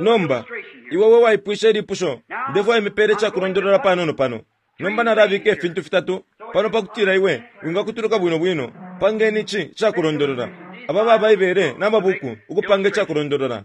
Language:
Bemba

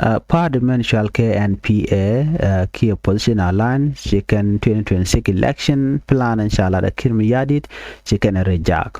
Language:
Nuer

